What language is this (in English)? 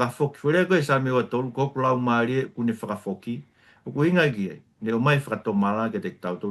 Tongan